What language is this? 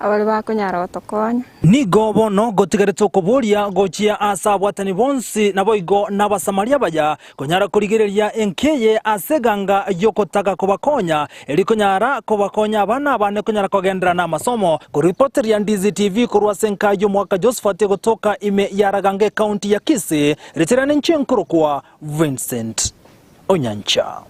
Gusii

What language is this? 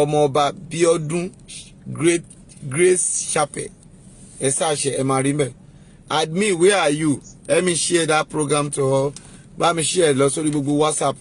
Yoruba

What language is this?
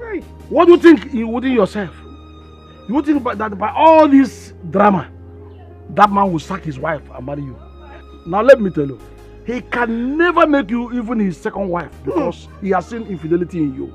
Nigerian Pidgin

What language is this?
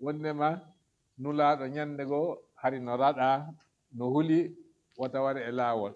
Fula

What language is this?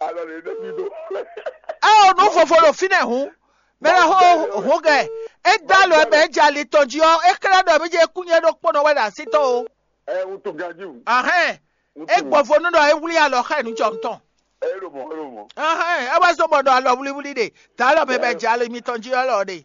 Fon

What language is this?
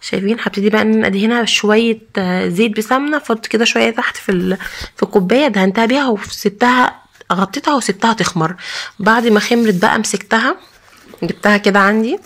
Egyptian Arabic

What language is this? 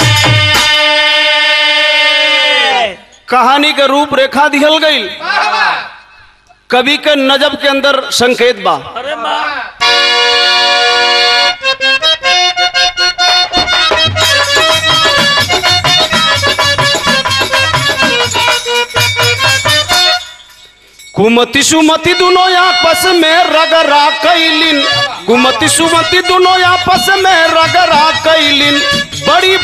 Bhojpuri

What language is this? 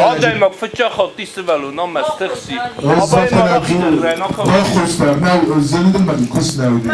Ossetic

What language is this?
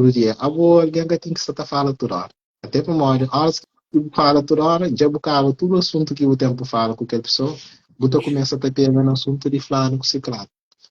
Kabuverdianu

